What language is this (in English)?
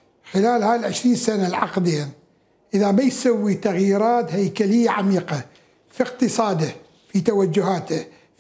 Mesopotamian Arabic